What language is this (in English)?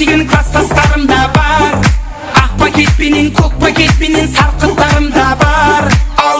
Kara-Kalpak